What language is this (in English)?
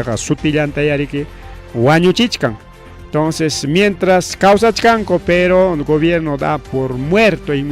Ayacucho Quechua